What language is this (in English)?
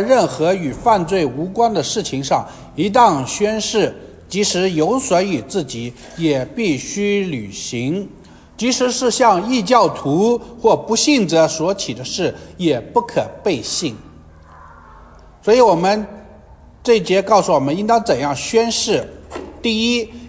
Chinese